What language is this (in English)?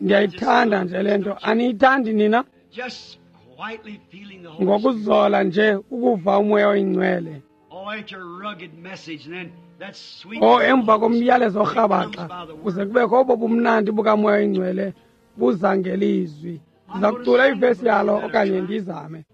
Xhosa